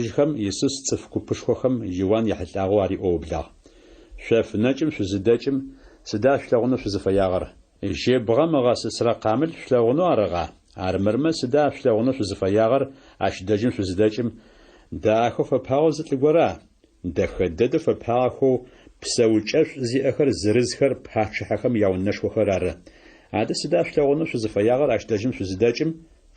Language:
Adyghe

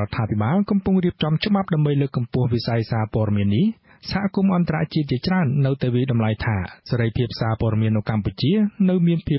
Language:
Khmer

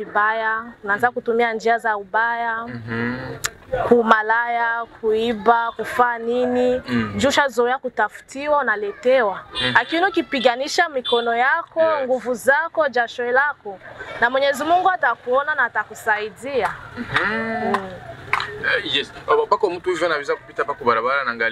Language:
Swahili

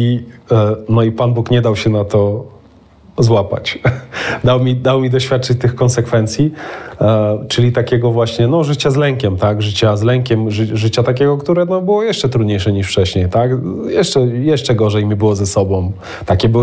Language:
Polish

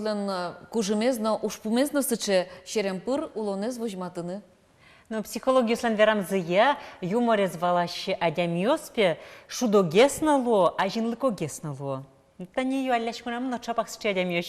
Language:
Udmurt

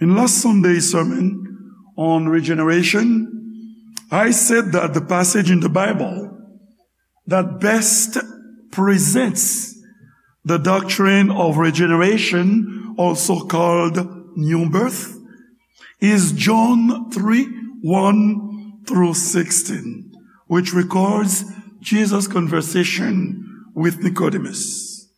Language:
Haitian Creole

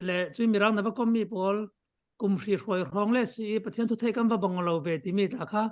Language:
Falam Chin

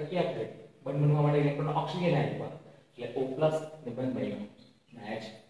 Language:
Gujarati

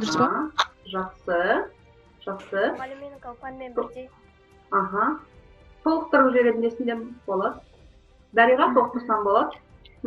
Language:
Kazakh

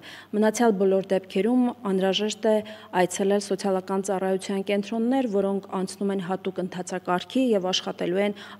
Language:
Armenian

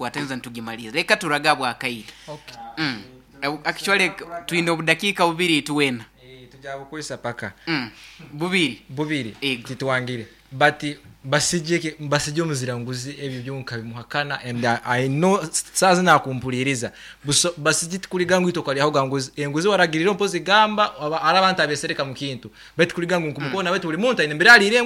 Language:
Nyoro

